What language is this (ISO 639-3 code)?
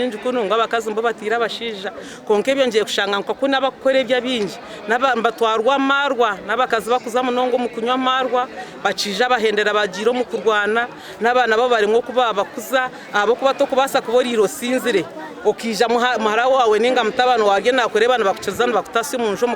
nyn